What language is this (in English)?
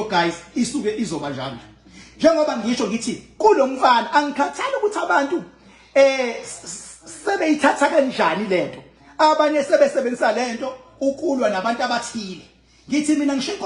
Zulu